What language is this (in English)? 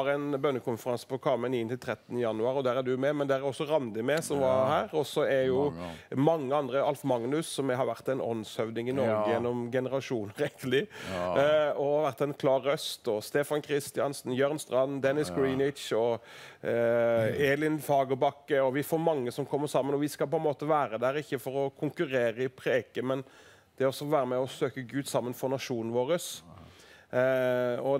Norwegian